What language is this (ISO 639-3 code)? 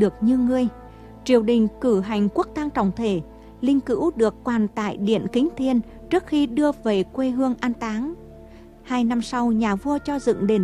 vie